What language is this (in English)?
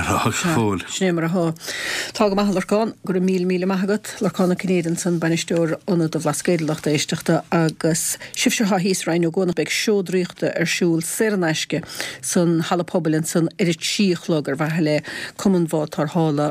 Irish